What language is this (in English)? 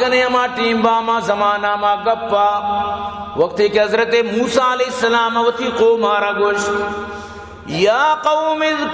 Baluchi